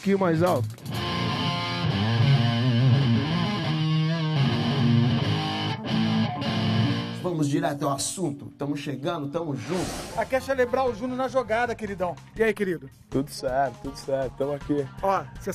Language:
Portuguese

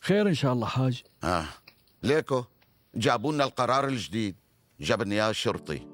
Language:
North Levantine Arabic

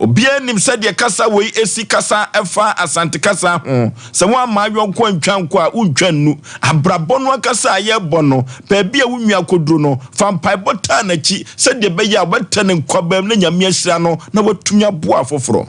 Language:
Akan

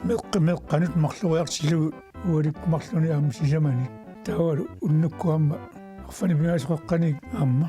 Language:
Kalaallisut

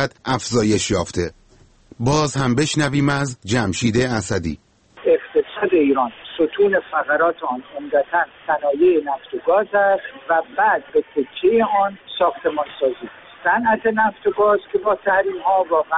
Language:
Persian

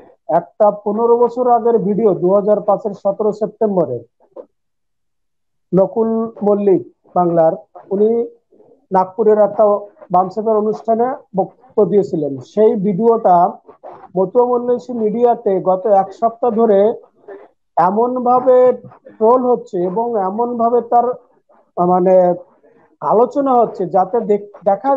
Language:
Bangla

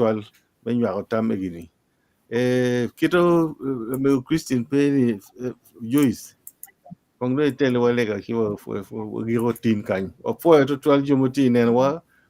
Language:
Acoli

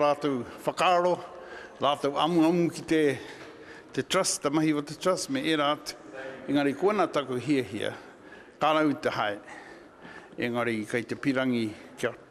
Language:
Māori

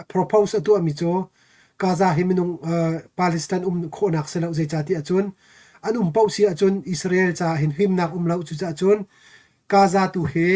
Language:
Hakha Chin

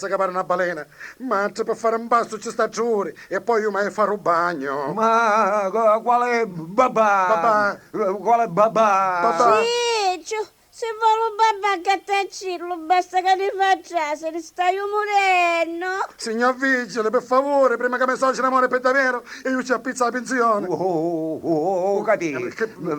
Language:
Sicilian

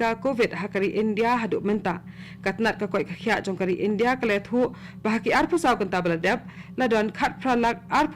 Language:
Khasi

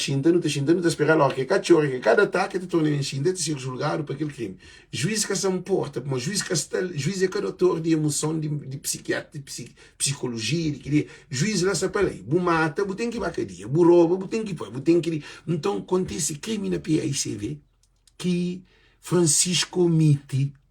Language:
Kabuverdianu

